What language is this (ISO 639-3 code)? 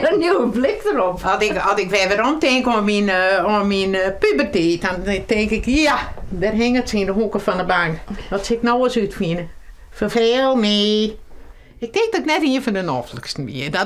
fry